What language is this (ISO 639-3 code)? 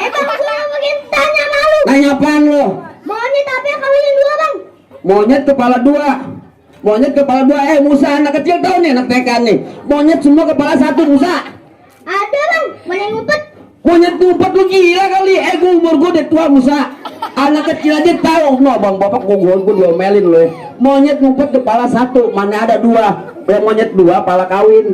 bew